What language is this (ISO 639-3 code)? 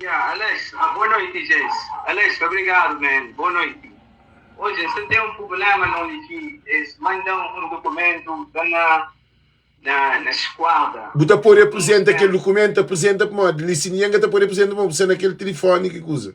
kea